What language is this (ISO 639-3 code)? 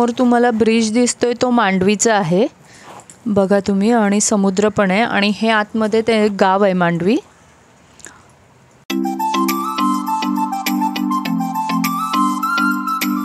mar